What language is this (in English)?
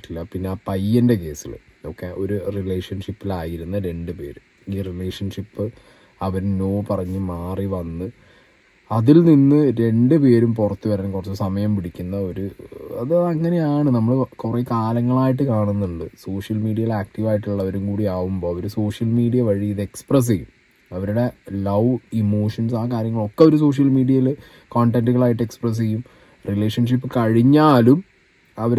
Malayalam